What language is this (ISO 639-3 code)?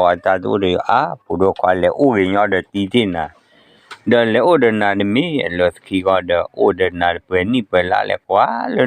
ksw